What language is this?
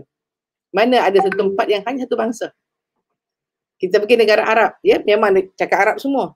Malay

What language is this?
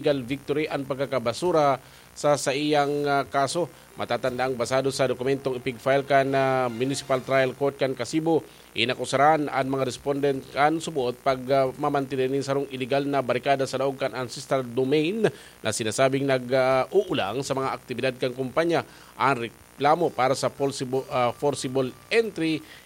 Bikol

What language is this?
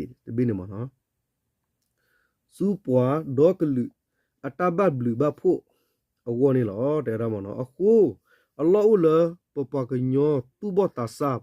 S'gaw Karen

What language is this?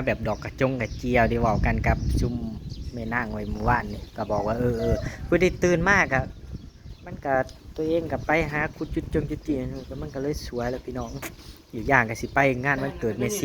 Northeastern Thai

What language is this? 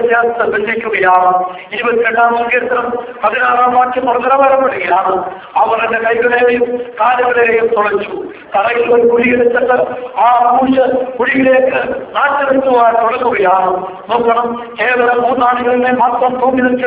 Malayalam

